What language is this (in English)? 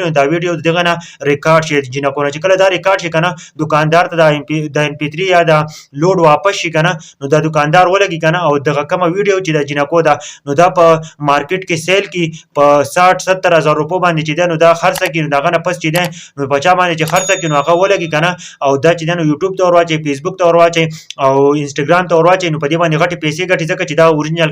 Pashto